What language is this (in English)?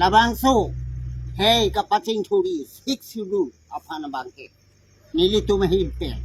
Karbi